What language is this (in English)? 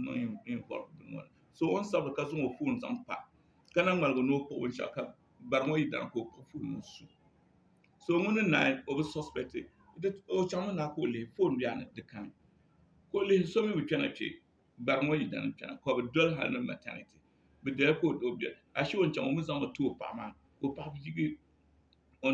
Dagbani